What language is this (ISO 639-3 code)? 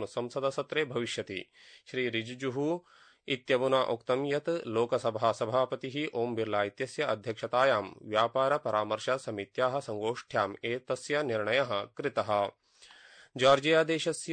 san